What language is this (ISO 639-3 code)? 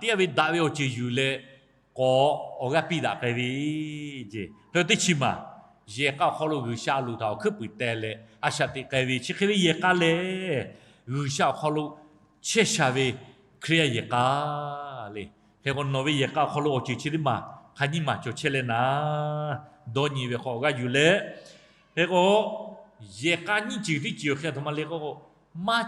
lhu